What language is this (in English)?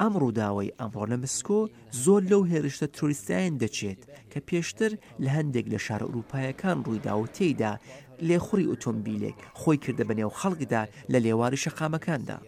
Central Kurdish